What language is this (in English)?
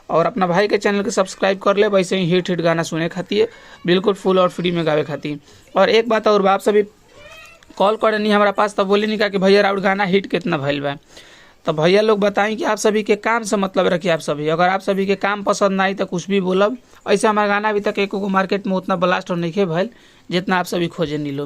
Bhojpuri